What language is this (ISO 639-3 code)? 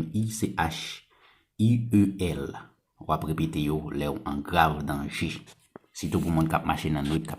hat